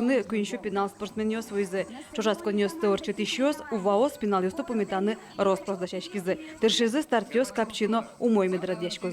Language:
Udmurt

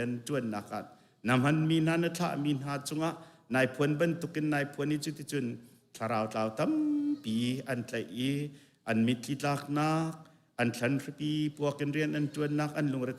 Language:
Hakha Chin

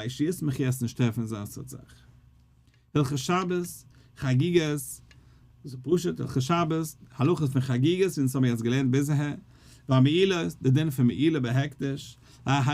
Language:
Yiddish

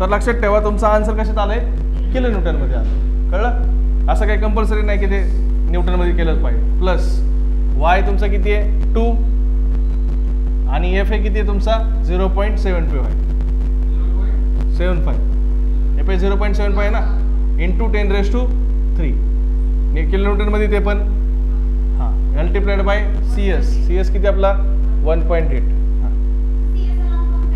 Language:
Marathi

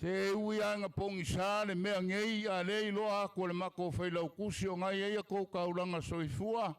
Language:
Samoan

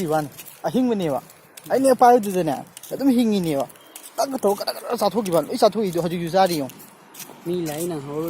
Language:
Manipuri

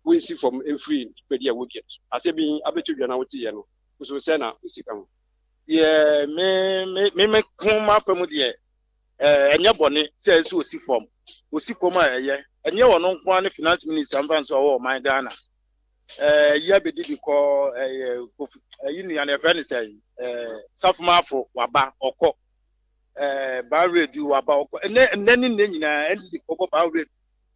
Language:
Akan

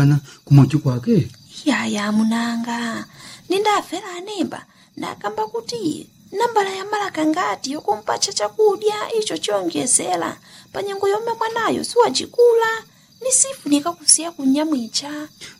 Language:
Nyanja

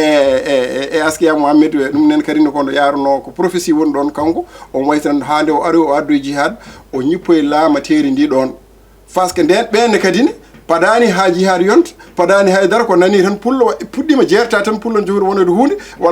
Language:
Fula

